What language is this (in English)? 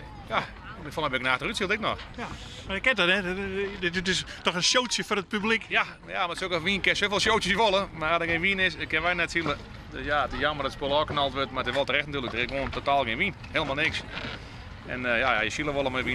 Western Frisian